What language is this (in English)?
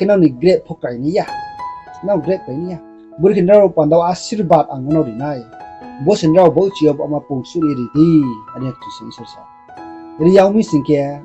Riang (India)